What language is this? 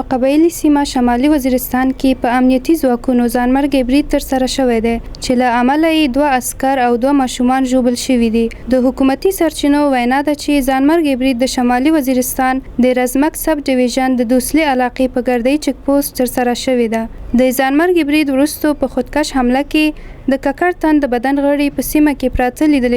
Pashto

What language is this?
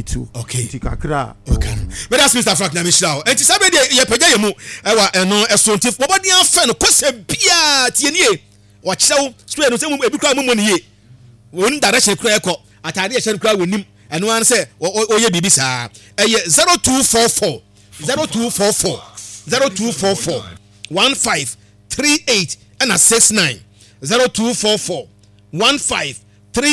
Akan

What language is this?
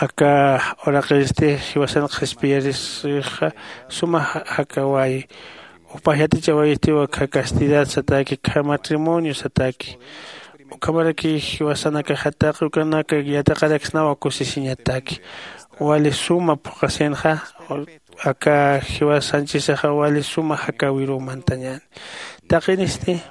Aymara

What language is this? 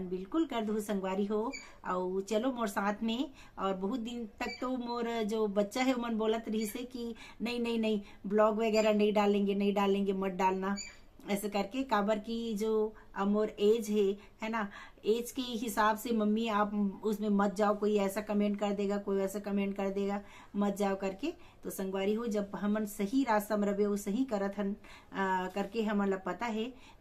Chhattisgarhi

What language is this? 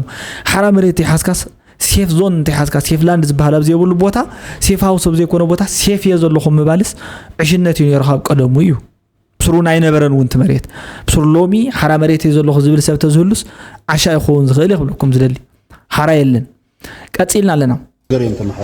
Tigrinya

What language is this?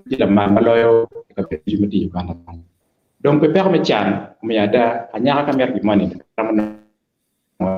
Acoli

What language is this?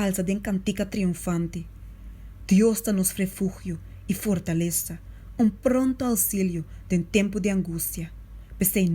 Papiamento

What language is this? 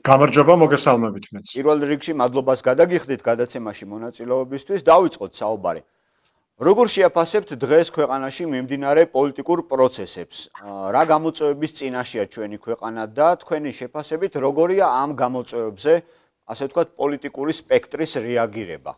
Georgian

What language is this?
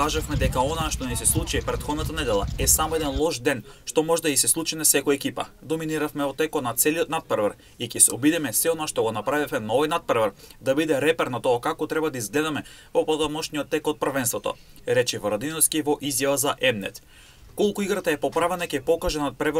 Macedonian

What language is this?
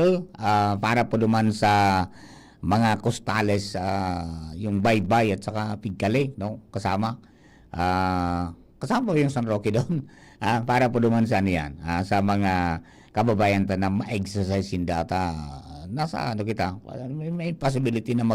Bikol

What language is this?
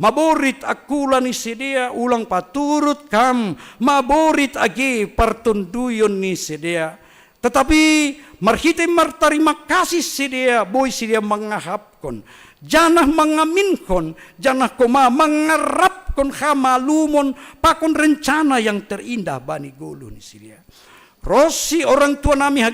Batak Simalungun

